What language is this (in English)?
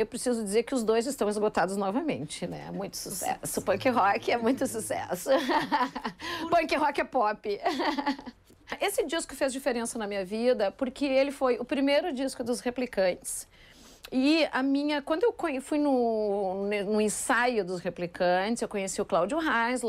Portuguese